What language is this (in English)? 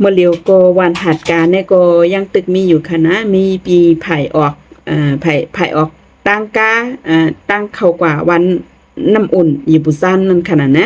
Shan